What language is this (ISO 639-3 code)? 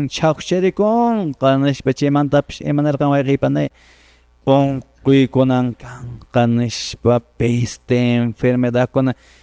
que